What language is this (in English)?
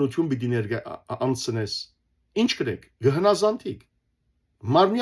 Western Armenian